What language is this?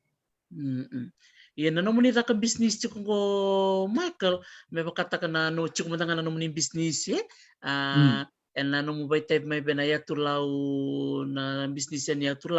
Fijian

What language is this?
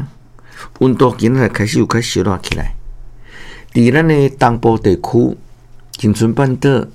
Min Nan Chinese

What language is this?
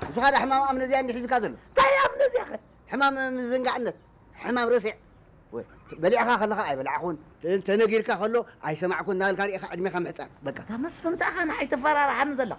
Tigrinya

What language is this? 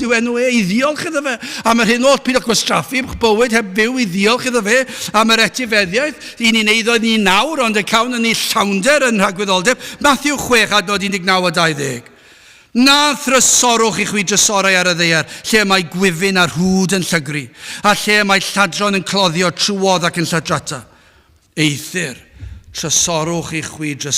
Welsh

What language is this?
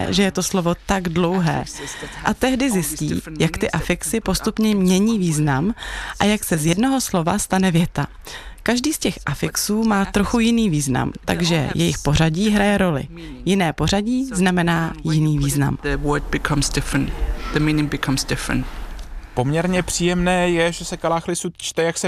Czech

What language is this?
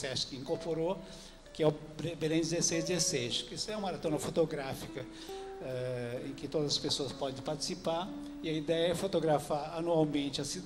Portuguese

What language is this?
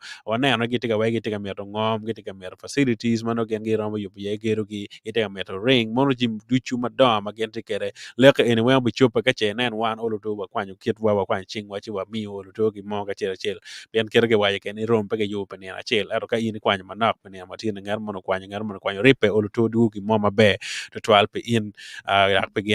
Acoli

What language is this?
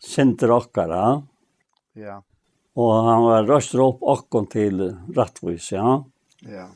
Faroese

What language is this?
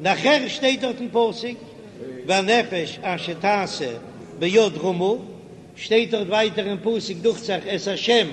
Yiddish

